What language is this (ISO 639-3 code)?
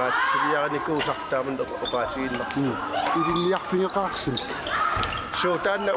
kal